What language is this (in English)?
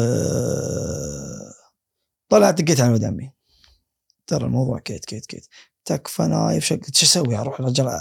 Gulf Arabic